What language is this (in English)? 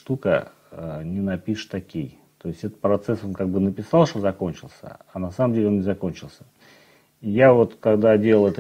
Russian